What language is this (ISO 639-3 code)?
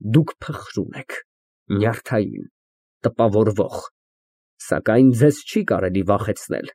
hye